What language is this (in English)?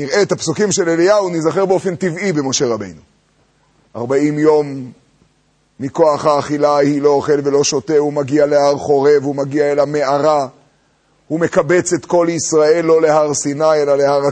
Hebrew